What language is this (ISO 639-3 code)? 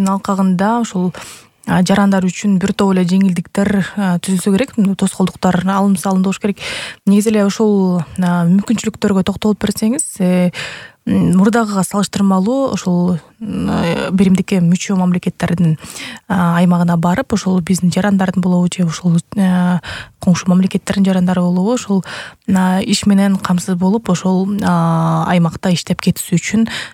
kir